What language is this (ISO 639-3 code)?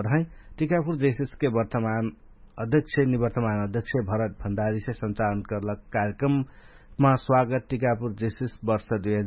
thl